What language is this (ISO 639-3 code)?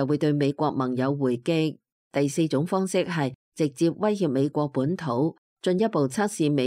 yue